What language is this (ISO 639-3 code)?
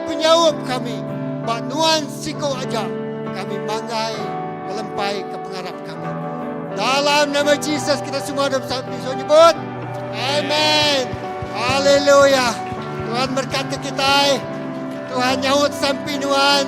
iba